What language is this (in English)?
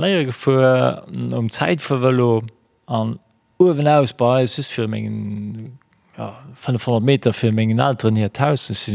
Luxembourgish